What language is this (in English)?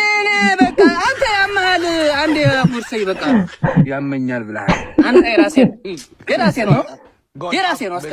Amharic